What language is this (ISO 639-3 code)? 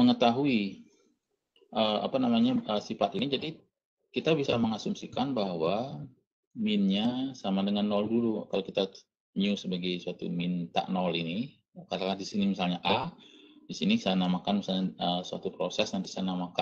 ind